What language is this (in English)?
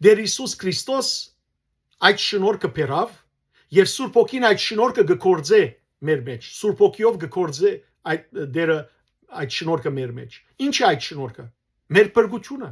Western Armenian